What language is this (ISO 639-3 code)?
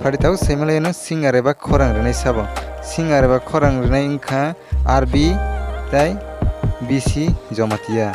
trp